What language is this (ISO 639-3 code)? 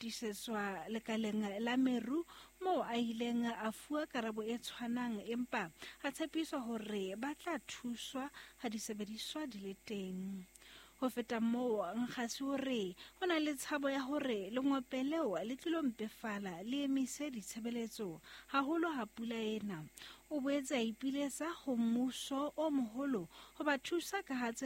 sot